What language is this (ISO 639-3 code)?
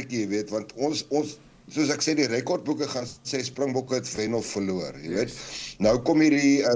afr